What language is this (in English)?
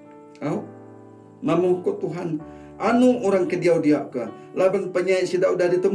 Iban